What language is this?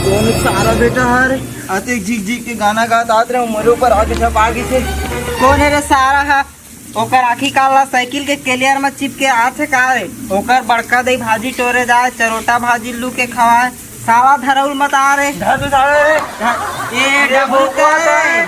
Chhattisgarhi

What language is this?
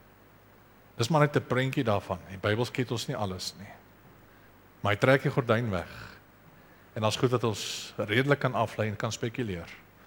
Afrikaans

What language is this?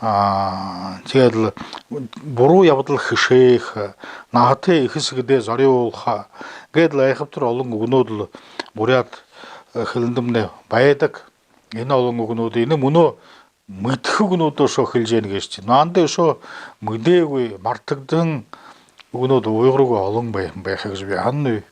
Buriat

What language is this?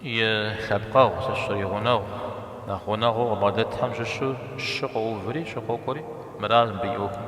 Kabardian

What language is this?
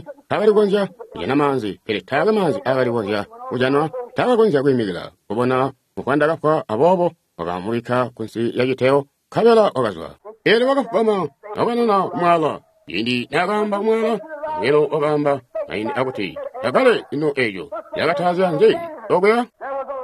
Tonga (Zambia)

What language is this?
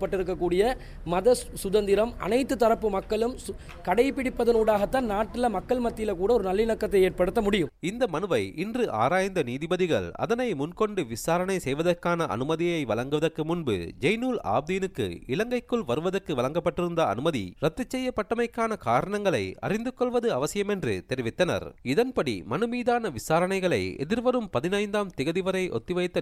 Tamil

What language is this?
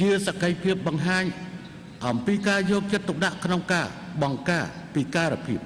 Khmer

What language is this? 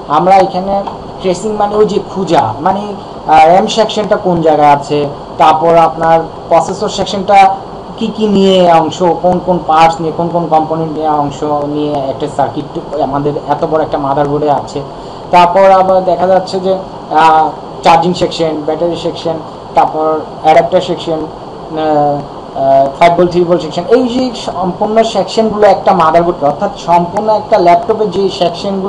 Bangla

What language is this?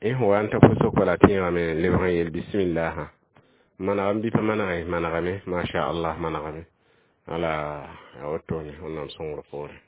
Mossi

